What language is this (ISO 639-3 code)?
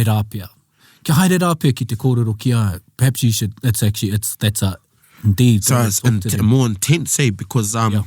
mri